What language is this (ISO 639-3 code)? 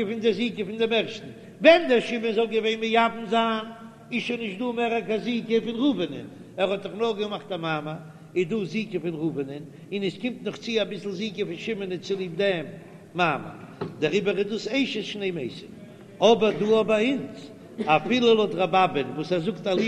yid